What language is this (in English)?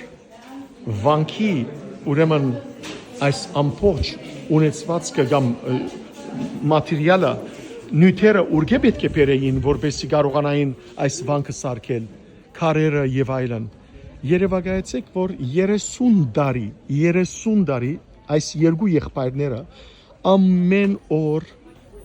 Western Armenian